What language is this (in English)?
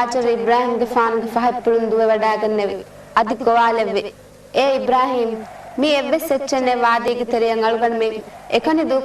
Divehi